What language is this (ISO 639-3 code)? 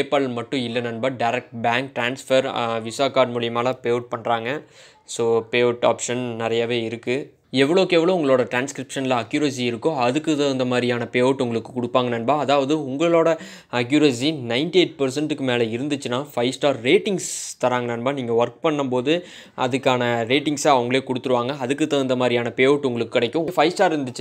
tam